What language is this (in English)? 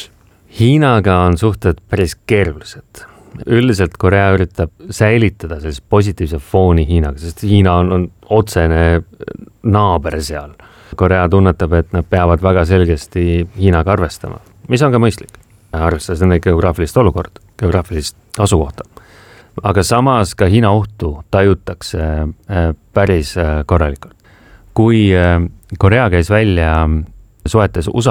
Estonian